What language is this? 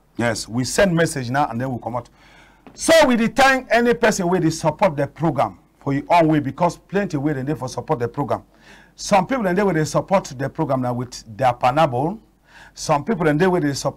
Cameroon Pidgin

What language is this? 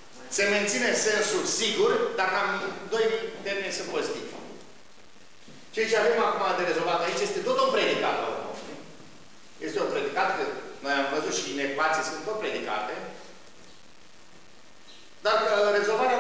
Romanian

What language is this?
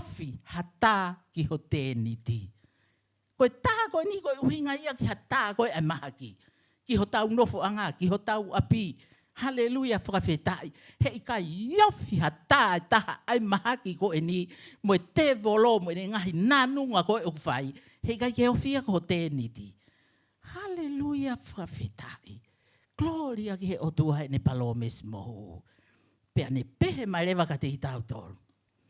Tongan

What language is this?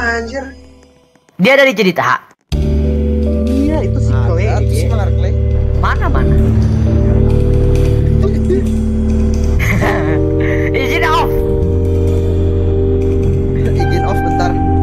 Indonesian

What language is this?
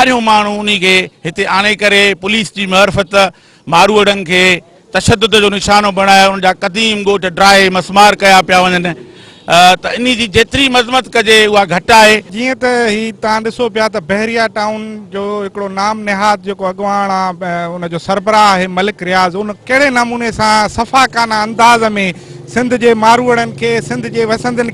Sindhi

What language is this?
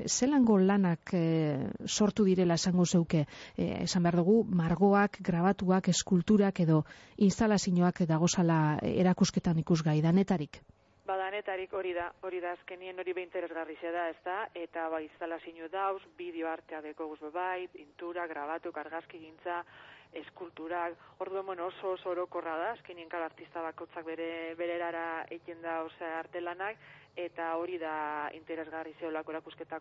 Basque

